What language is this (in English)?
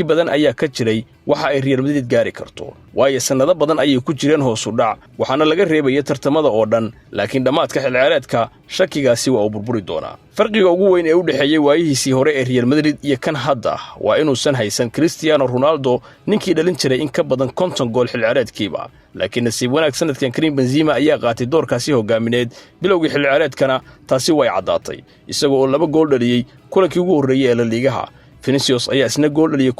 Somali